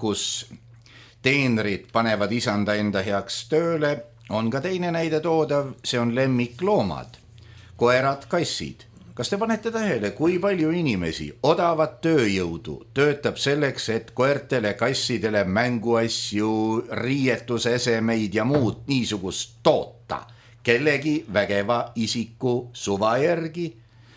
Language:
Estonian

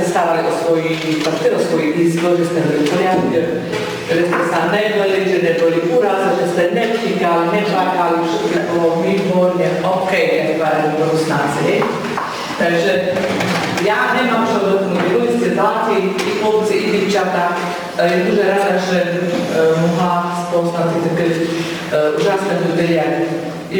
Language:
Rusyn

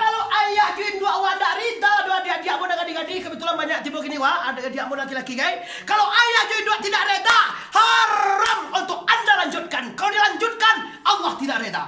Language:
Minangkabau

